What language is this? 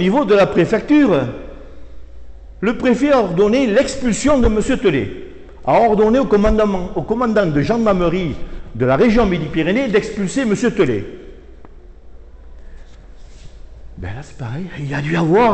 French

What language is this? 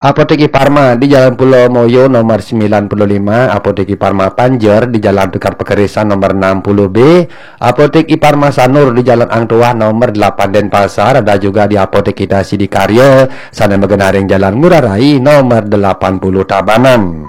Balinese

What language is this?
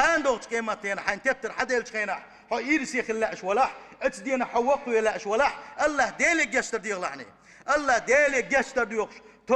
Chechen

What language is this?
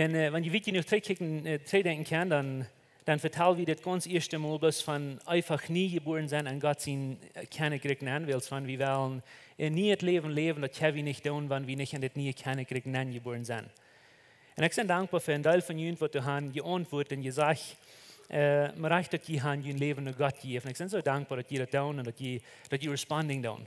Plautdietsch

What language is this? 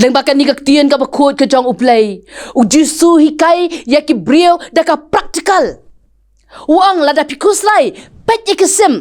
Khasi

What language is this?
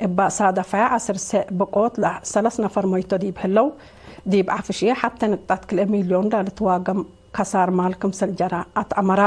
Tigre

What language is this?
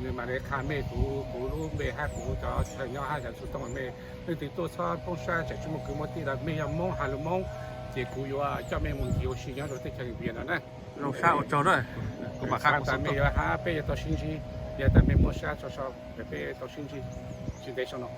Hmong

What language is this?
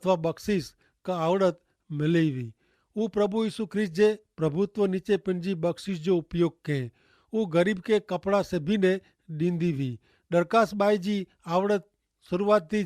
Kachhi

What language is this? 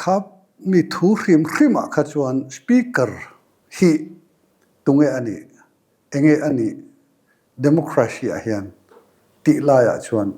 Mizo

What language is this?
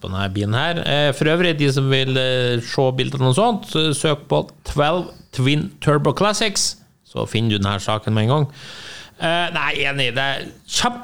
Norwegian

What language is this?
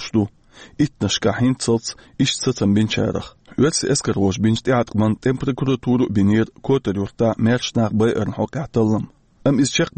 Chechen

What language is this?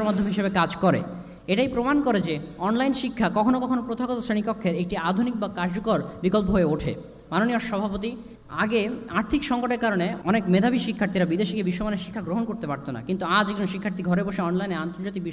Bangla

